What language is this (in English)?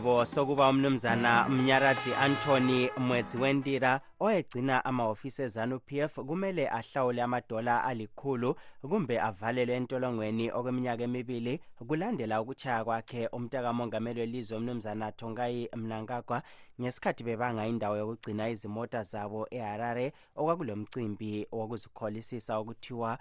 North Ndebele